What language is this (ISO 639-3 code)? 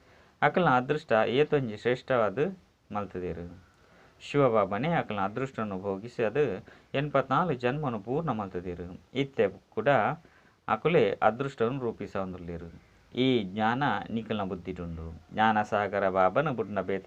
tcy